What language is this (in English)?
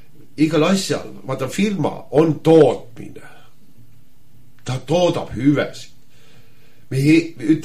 Estonian